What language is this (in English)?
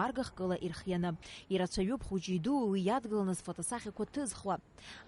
Abkhazian